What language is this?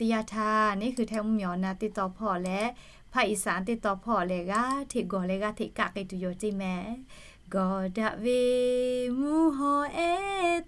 Lahu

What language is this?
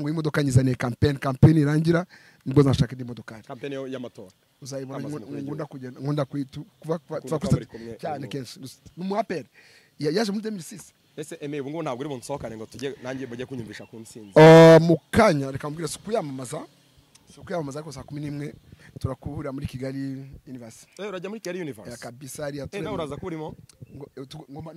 Kinyarwanda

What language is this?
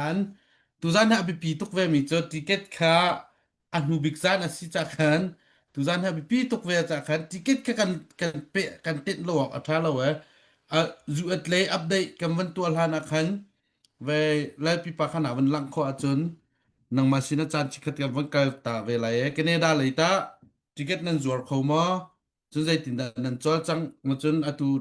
Hakha Chin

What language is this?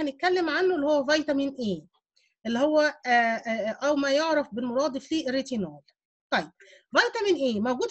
Egyptian Arabic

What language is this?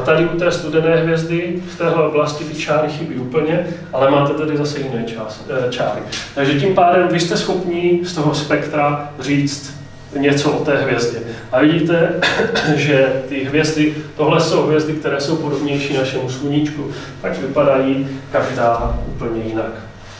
Czech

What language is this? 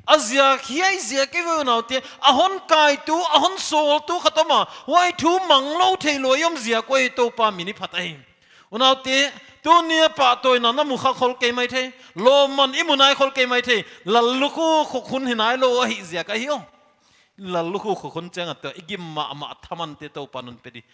Paite Chin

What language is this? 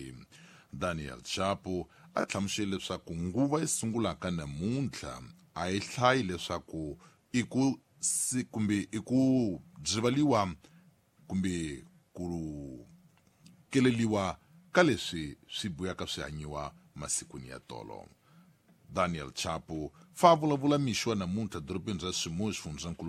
Tsonga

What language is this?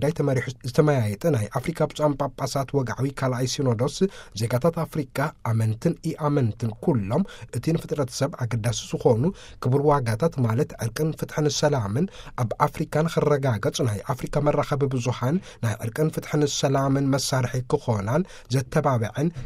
Tigrinya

